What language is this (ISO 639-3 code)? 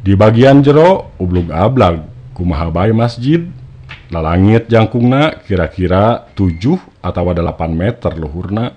sun